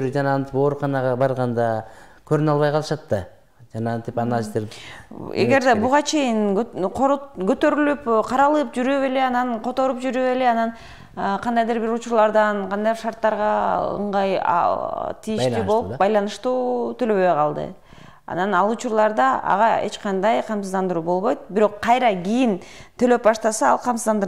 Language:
Kyrgyz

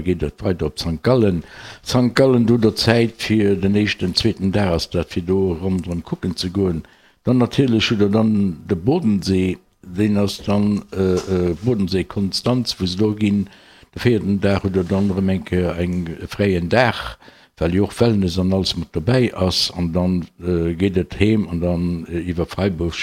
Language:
Luxembourgish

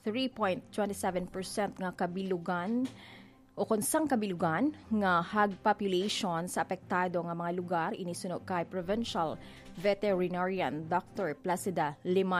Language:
Hiligaynon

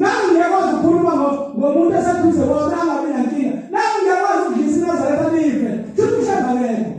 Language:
Zulu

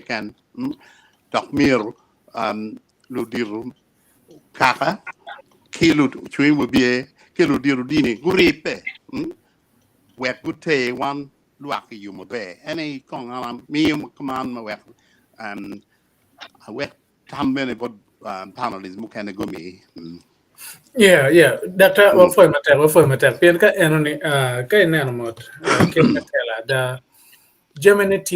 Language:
Acoli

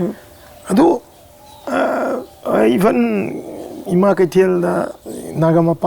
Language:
Manipuri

